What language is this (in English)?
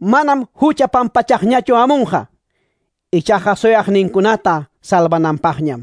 Quechua